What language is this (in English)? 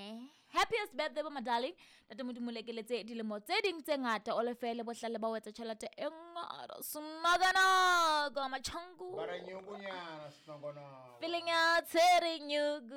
Southern Sotho